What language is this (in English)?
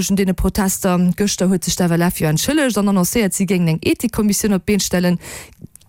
Luxembourgish